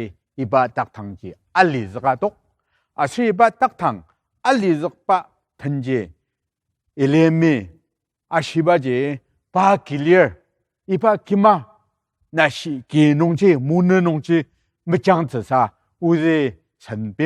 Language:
Ao Naga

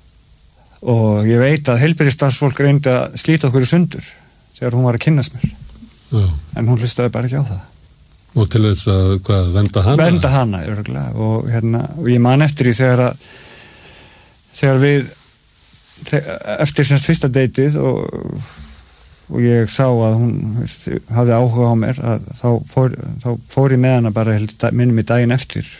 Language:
Icelandic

